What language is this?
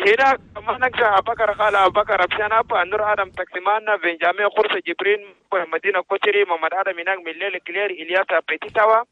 Chadian Arabic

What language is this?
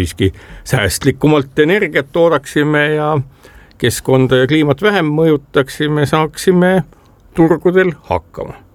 Estonian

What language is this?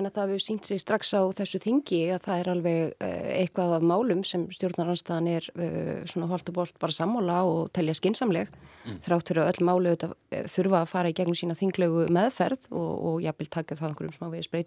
Icelandic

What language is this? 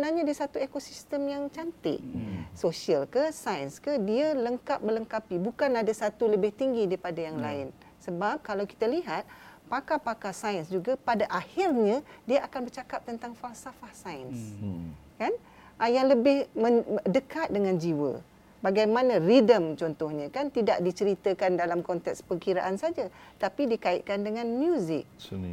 Malay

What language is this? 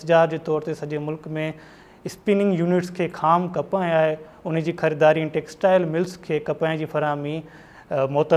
Sindhi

